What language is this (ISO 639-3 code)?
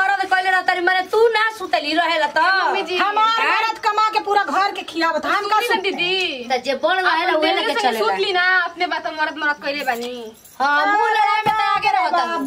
bho